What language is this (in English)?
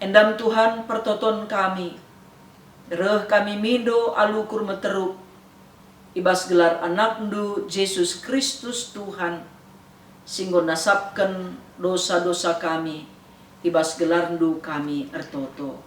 Batak Karo